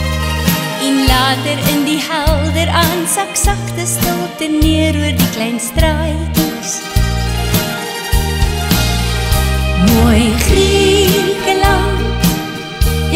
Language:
Afrikaans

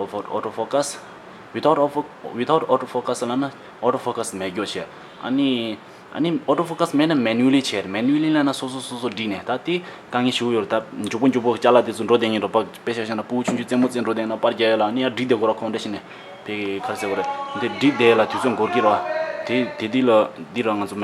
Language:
Tibetan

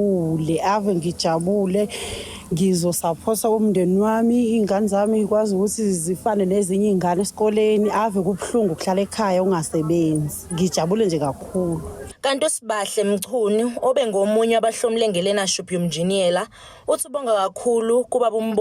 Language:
Zulu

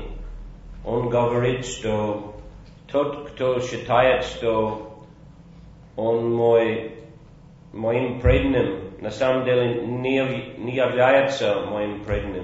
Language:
Russian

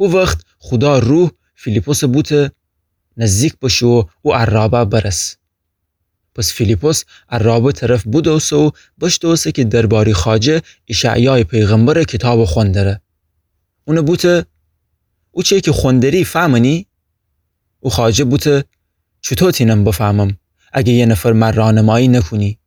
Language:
Gilaki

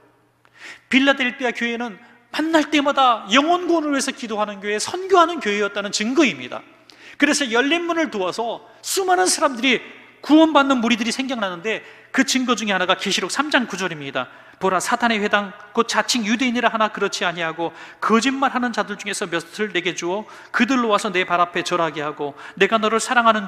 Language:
Korean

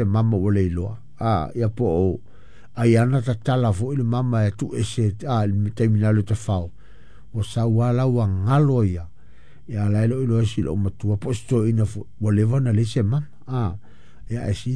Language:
Samoan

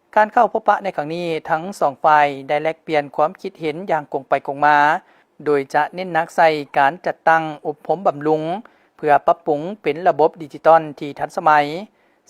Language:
Lao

